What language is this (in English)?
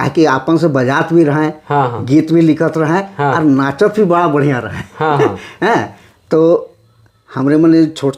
Sadri